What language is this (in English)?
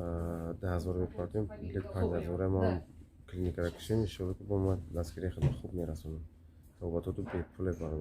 Tajik